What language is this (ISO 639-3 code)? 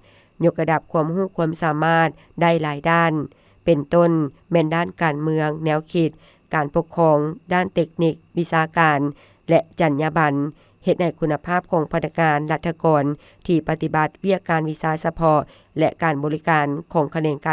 lao